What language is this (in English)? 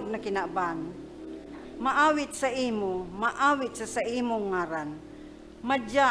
Bikol